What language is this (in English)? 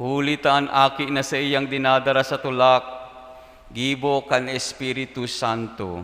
Bikol